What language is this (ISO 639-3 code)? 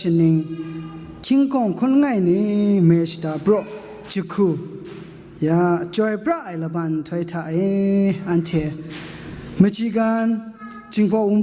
kac